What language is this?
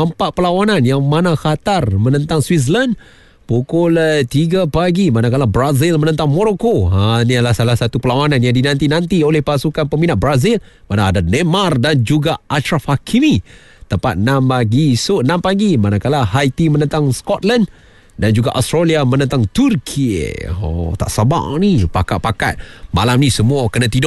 Malay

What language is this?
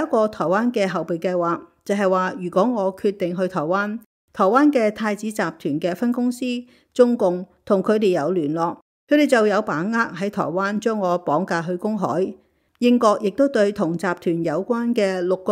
Cantonese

